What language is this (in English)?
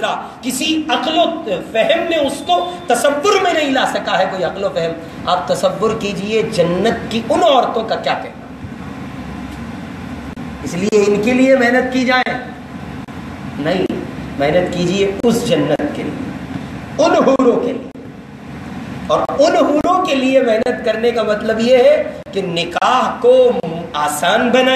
Urdu